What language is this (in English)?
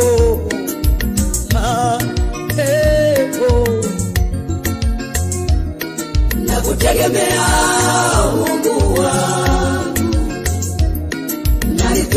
Swahili